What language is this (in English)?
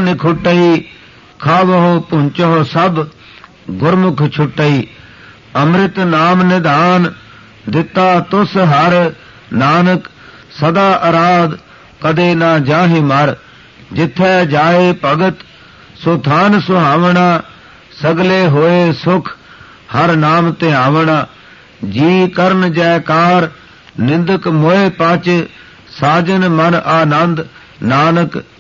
Punjabi